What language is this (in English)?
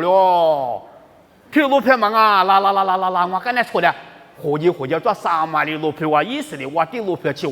Lisu